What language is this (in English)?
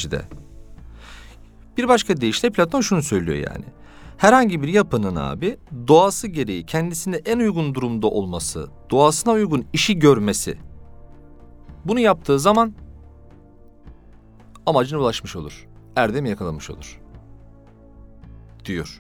Turkish